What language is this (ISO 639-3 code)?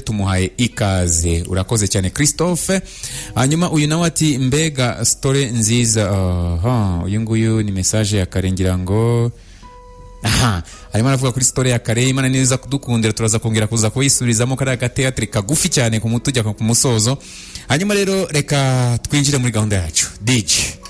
kin